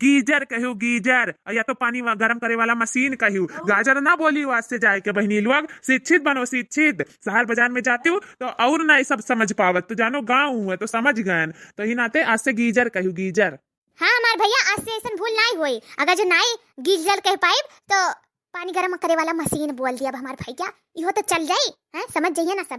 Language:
Awadhi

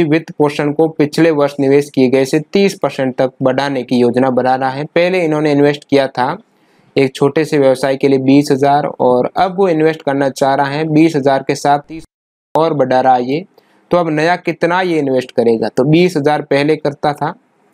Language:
Hindi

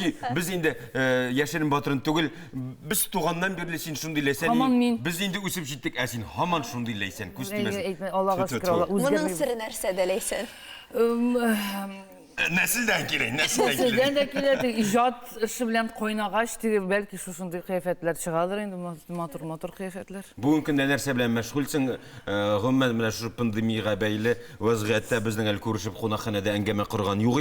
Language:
Tatar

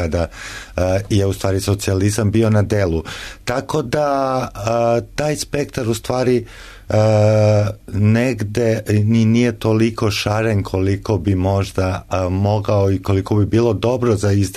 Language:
Serbian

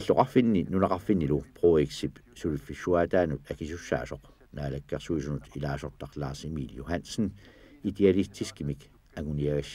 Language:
Kalaallisut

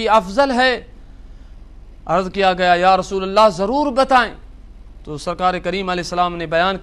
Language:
Urdu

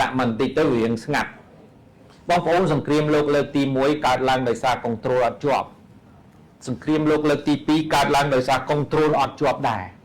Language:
Khmer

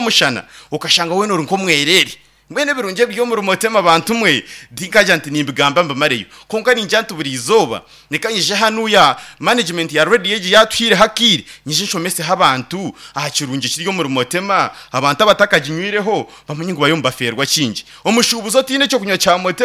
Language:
Nyankole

